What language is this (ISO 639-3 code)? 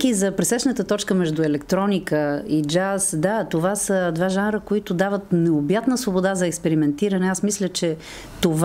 bul